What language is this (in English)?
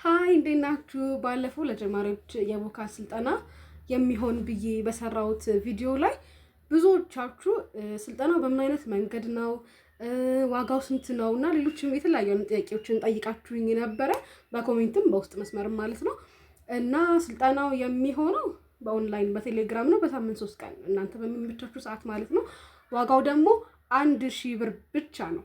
Amharic